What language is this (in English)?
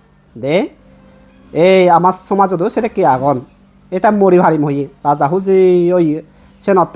Chakma